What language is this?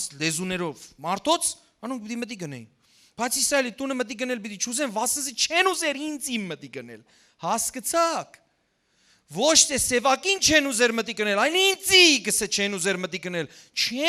Western Armenian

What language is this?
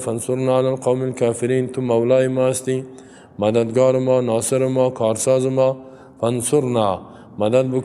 Persian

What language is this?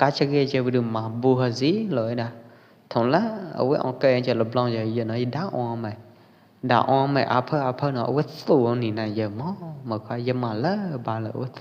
Pwo Eastern Karen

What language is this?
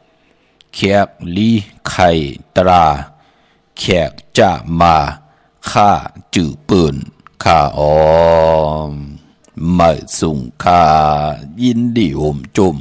Shan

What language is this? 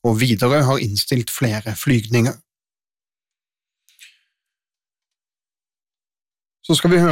Norwegian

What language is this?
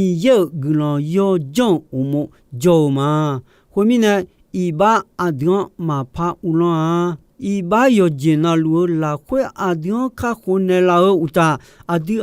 Akha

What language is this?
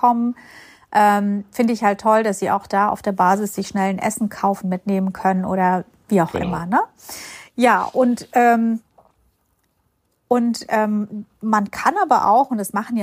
German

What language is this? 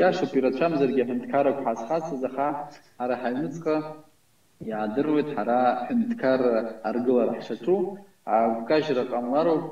Abkhazian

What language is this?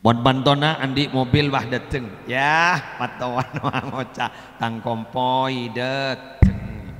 Madurese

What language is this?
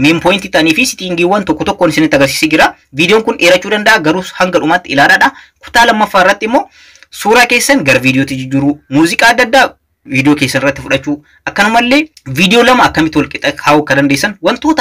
Oromo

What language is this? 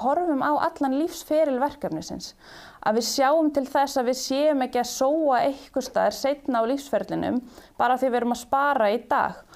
Icelandic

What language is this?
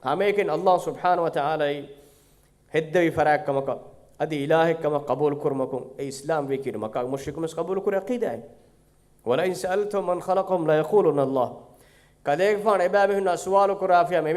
Divehi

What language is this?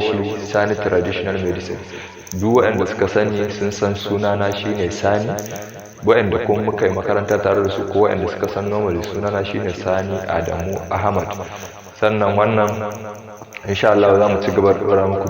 Hausa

